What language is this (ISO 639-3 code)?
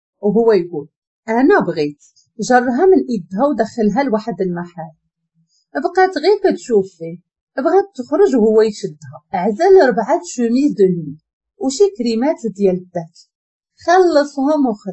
ary